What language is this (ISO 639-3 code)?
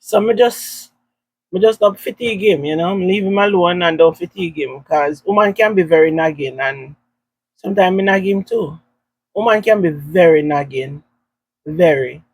jam